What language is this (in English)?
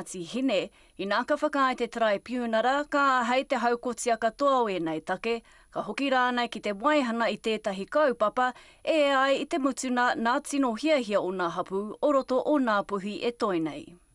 Māori